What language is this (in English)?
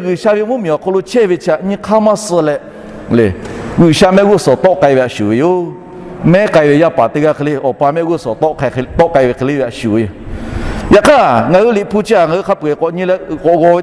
Lahu